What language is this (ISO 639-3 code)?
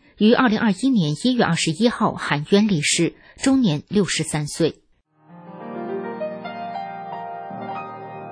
zho